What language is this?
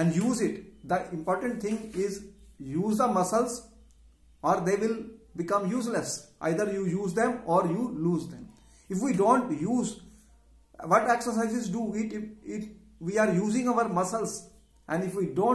English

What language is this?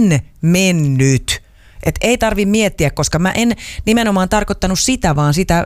Finnish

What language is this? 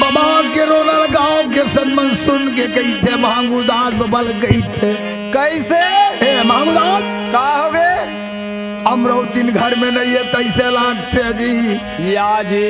Chhattisgarhi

